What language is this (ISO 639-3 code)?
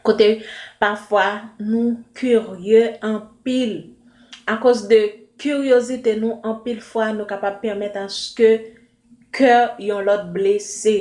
hat